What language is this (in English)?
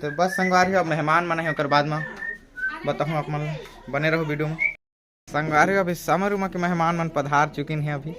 Chhattisgarhi